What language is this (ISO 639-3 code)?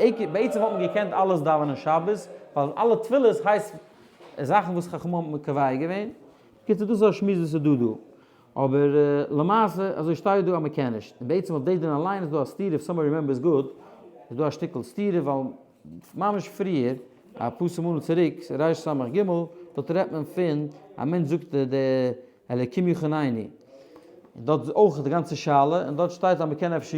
yid